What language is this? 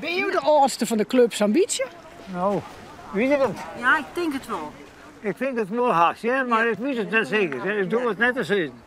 Western Frisian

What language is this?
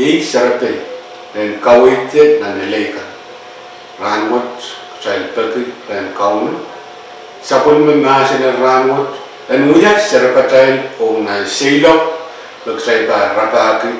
Pohnpeian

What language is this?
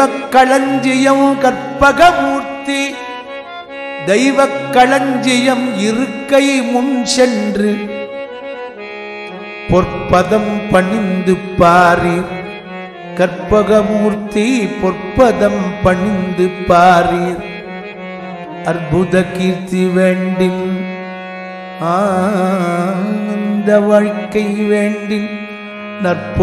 Tamil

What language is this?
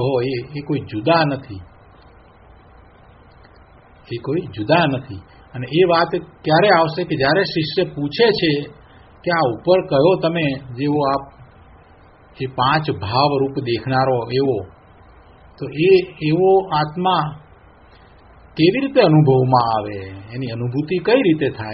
Gujarati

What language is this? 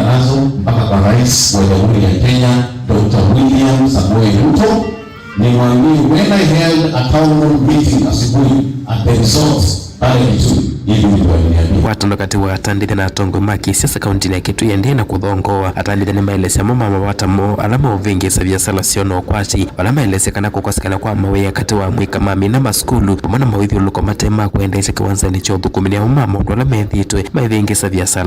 Kamba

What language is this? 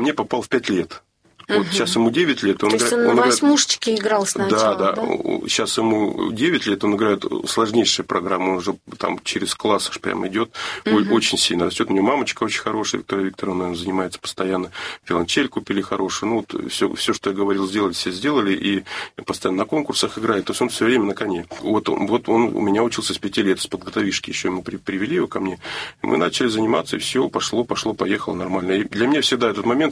Russian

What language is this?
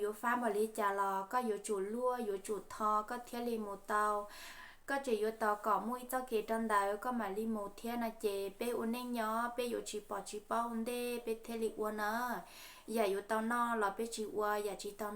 Hmong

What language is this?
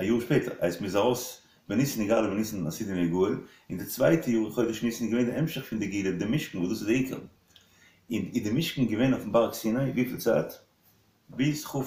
Yiddish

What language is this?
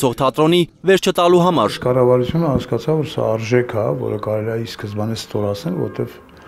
Armenian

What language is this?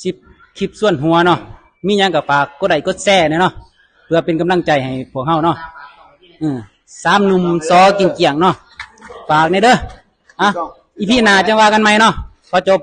Lao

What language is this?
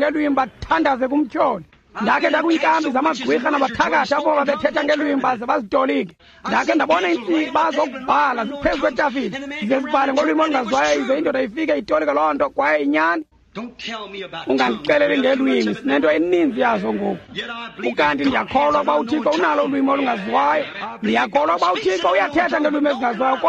Xhosa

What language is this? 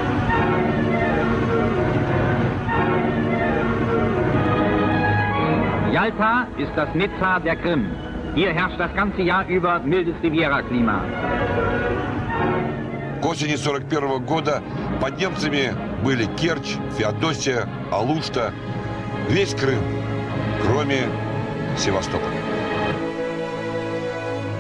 Russian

